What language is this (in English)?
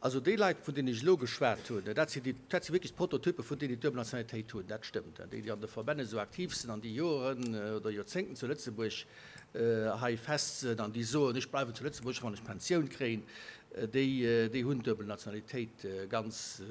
Luxembourgish